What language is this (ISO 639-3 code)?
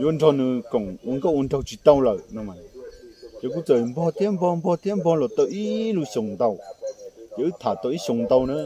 hmn